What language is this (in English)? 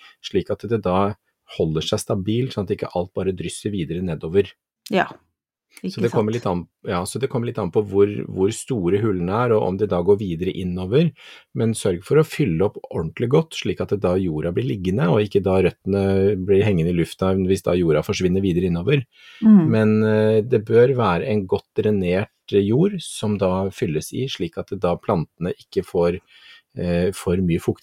Norwegian